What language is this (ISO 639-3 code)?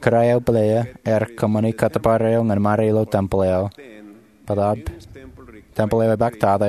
mah